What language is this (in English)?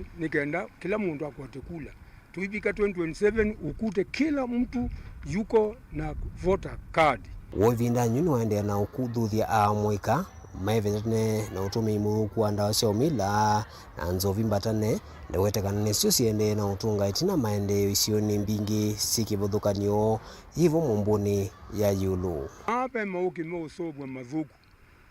Kamba